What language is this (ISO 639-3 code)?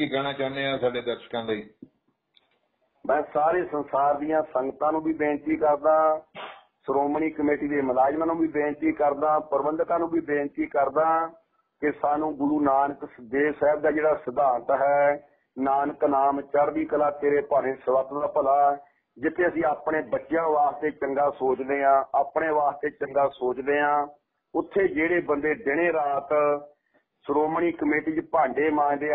pan